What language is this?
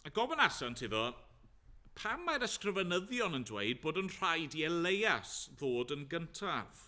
Welsh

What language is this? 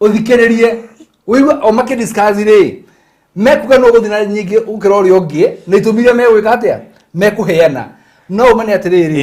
Kikuyu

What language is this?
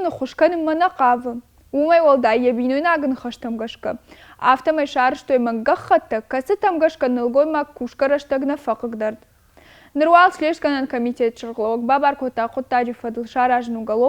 Ossetic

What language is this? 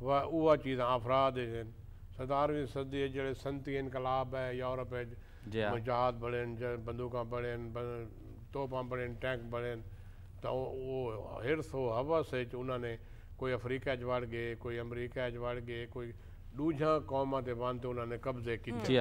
Saraiki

